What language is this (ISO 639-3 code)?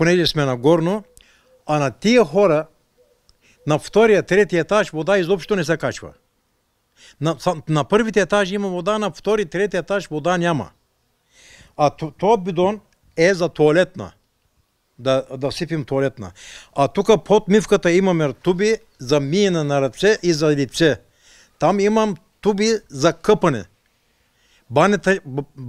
bul